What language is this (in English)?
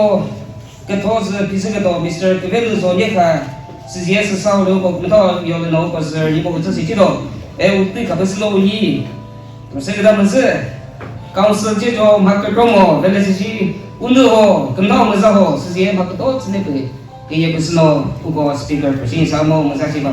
Chokri Naga